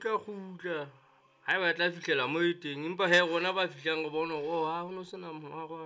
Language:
Southern Sotho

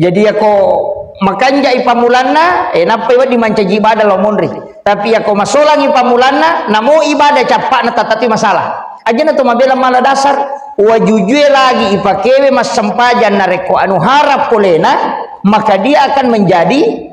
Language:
Buginese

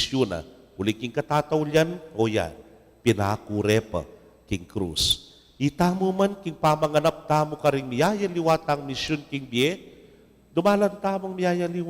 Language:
Pampanga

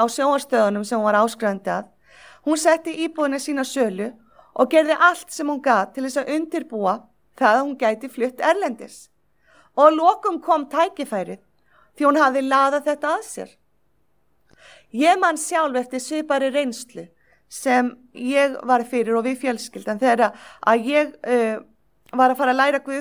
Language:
Icelandic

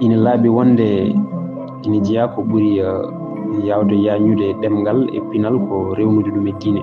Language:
Fula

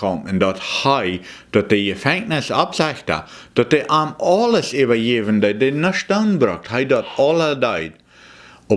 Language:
Plautdietsch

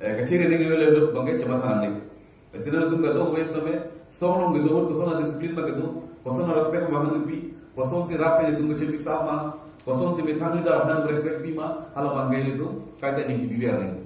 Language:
Karbi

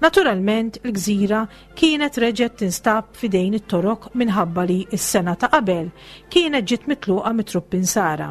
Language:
Maltese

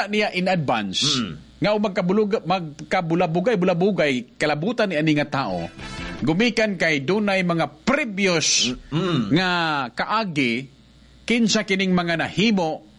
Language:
Cebuano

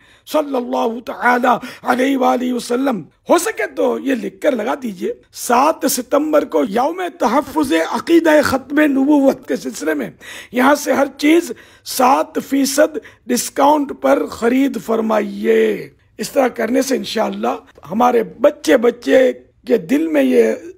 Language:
Urdu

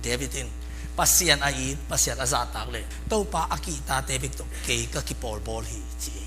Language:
Tedim Chin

